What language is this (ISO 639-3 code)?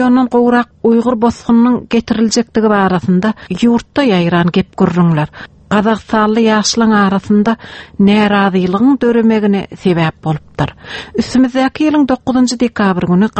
tuk